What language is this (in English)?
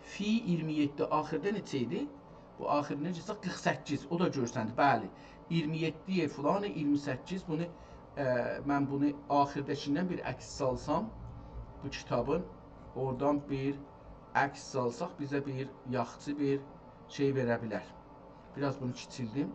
South Azerbaijani